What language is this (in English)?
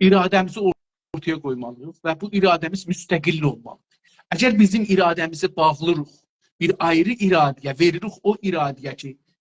South Azerbaijani